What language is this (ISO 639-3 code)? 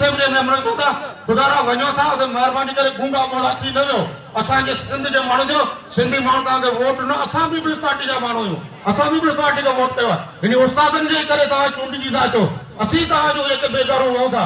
snd